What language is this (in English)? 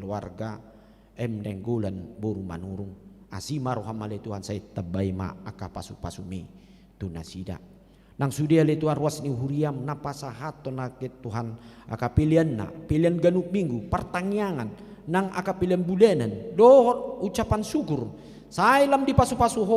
Batak Toba